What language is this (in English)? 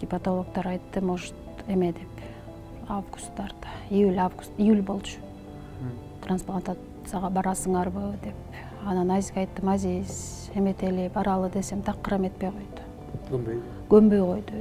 Kyrgyz